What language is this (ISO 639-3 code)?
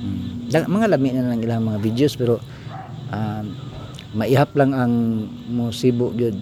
ceb